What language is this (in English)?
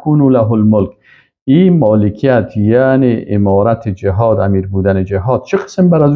Persian